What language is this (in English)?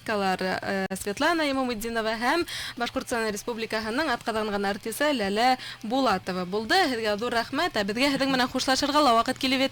Bashkir